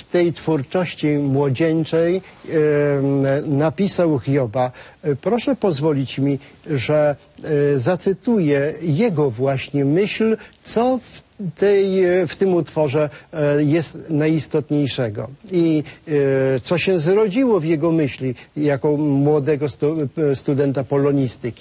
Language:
Polish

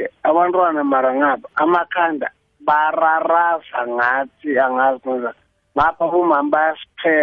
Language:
South Ndebele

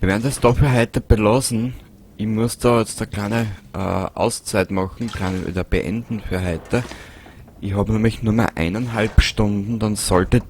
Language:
Bavarian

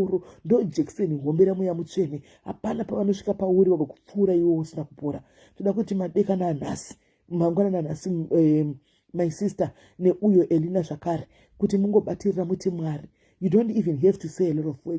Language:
Shona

